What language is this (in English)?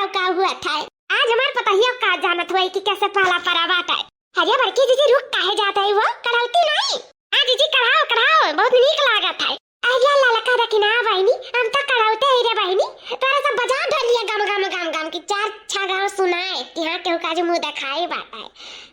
Awadhi